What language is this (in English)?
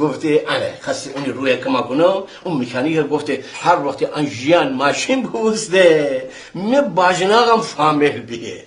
Gilaki